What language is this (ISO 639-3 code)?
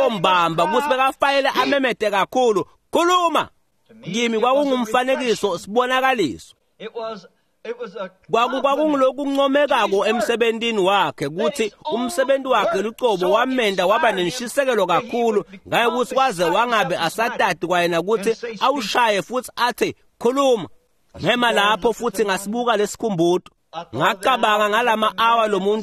ssw